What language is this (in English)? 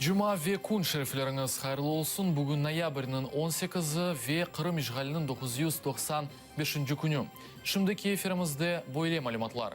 Crimean Tatar